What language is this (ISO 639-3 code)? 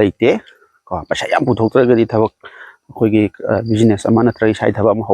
mni